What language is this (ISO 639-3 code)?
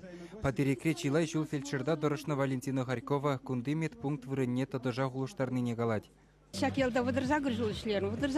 chv